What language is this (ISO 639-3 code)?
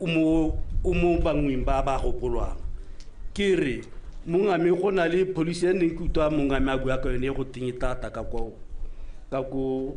tsn